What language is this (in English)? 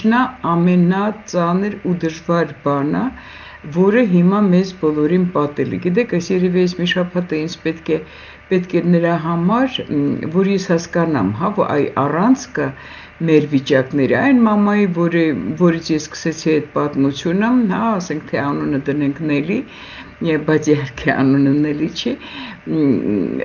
Armenian